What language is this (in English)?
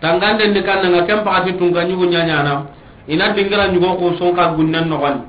Soninke